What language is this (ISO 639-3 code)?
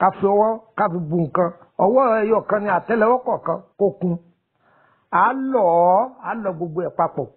yor